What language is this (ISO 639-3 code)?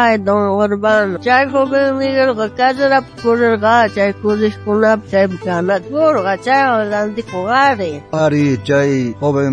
quh